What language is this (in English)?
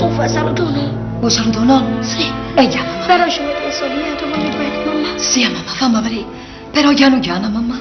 Neapolitan